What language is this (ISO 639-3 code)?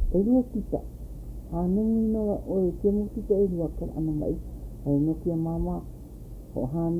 haw